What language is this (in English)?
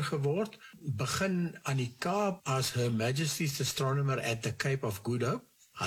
Afrikaans